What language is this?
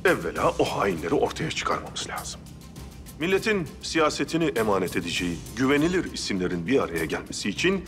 Turkish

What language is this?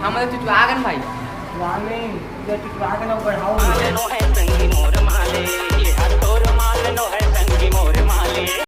Chhattisgarhi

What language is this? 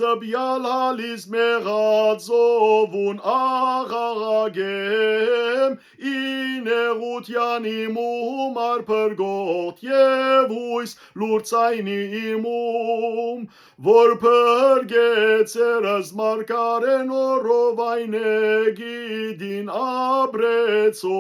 Western Armenian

